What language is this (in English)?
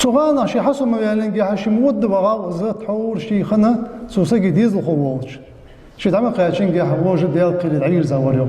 Ingush